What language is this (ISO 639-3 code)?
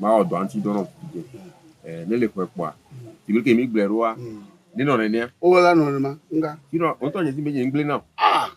ewe